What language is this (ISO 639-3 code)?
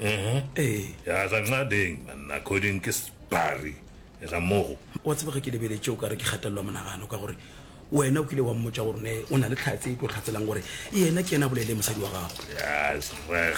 nso